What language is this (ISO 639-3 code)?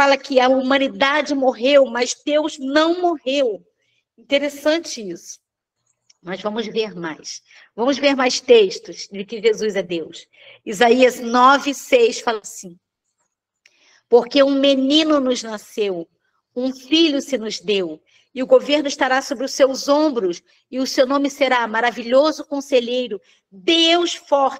por